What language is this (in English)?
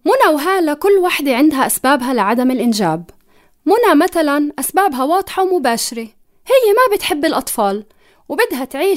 North Levantine Arabic